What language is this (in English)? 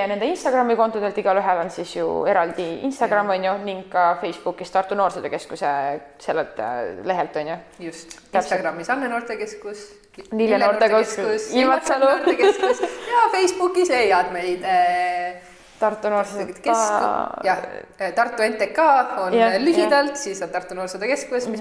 Estonian